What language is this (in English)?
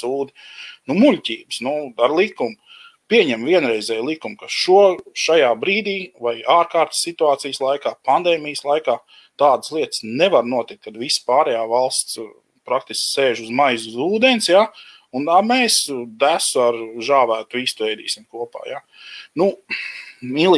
Latvian